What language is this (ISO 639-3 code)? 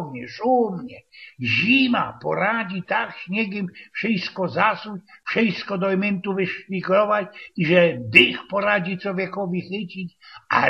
szl